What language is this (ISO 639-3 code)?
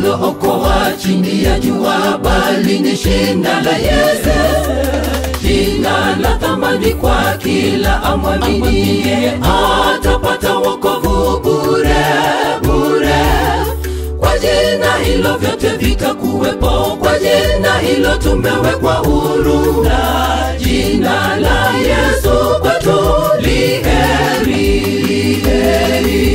swa